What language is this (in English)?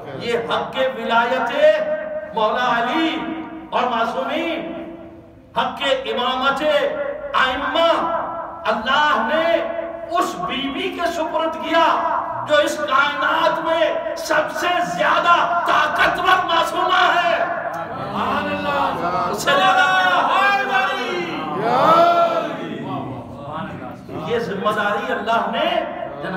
Urdu